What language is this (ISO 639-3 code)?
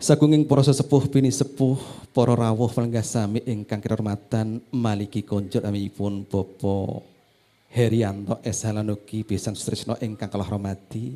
jav